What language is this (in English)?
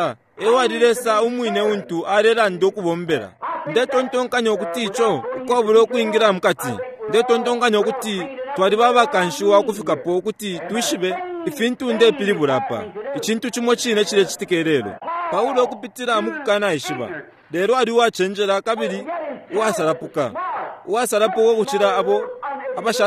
Bemba